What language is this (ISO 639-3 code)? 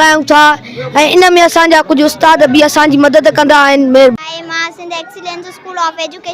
snd